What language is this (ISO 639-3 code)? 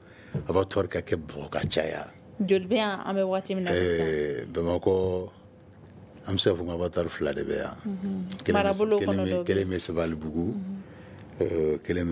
bam